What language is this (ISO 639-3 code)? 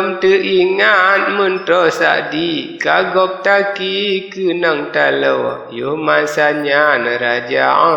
ace